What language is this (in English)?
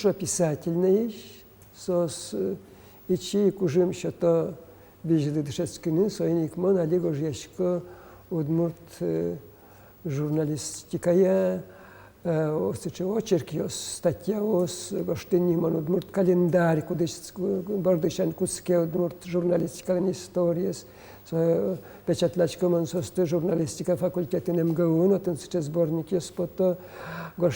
Udmurt